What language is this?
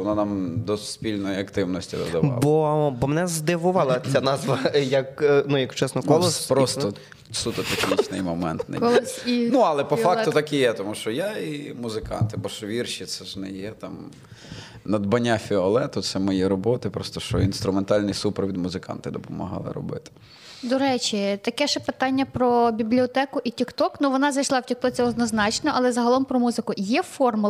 Ukrainian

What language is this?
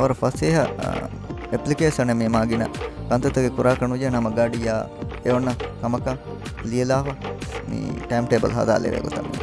Divehi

